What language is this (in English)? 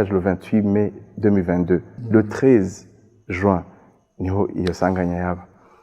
Rundi